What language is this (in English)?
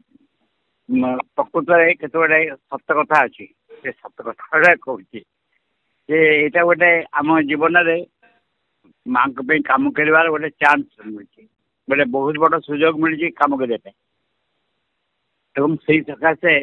Odia